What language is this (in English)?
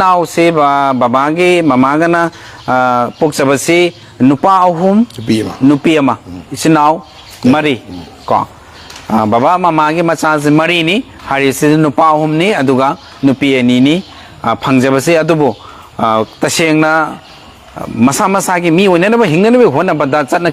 Manipuri